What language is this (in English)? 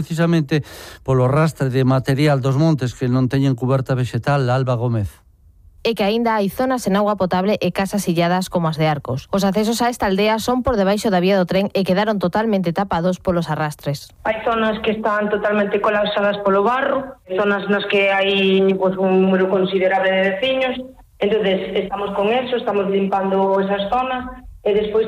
Galician